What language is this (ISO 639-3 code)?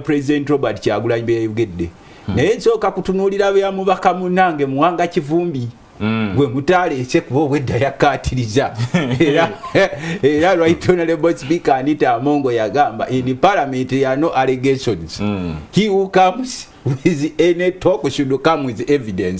lug